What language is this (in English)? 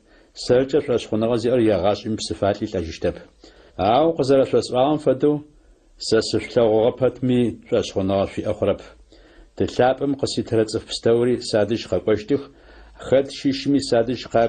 Adyghe